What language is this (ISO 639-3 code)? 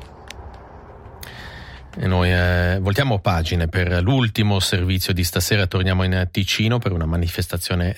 ita